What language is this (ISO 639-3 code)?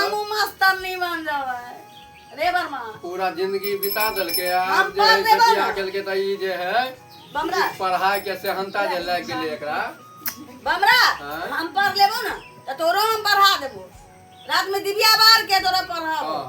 mai